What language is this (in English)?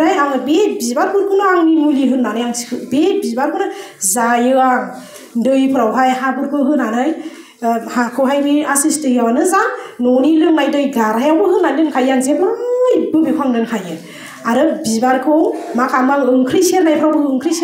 Bodo